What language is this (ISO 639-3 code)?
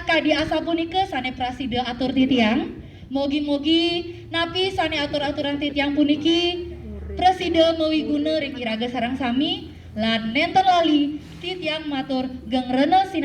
ban